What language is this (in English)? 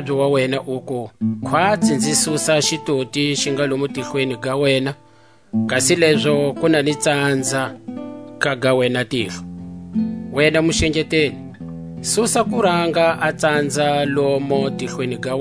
Tswa